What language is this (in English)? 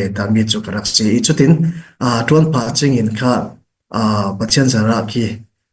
Falam Chin